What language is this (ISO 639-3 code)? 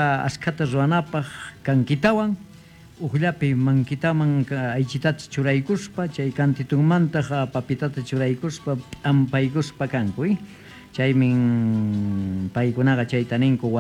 que